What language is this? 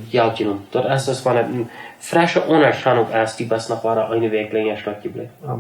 Plautdietsch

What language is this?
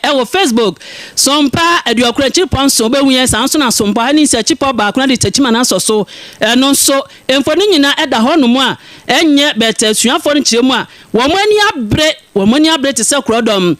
Akan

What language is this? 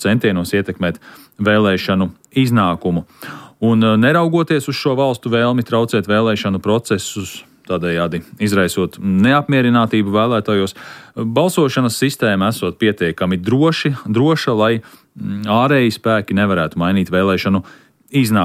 Latvian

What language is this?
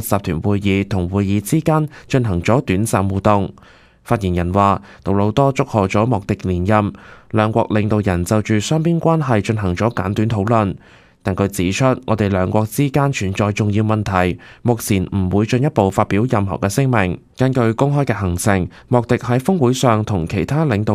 Cantonese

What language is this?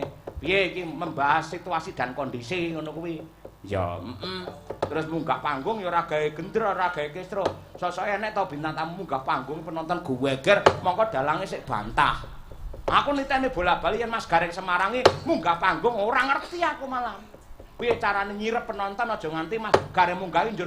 Javanese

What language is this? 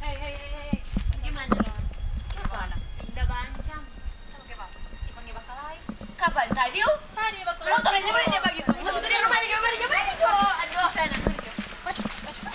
Manado Malay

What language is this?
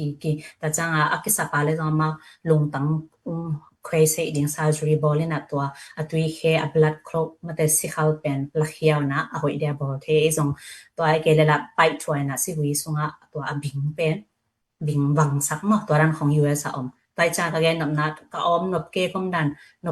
Tedim Chin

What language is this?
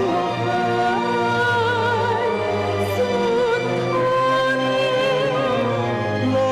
Thai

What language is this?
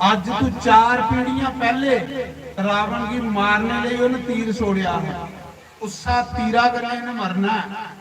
Dogri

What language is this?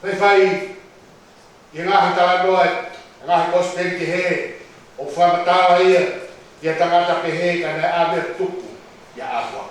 Tongan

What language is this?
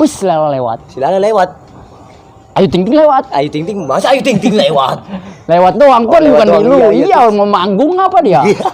Betawi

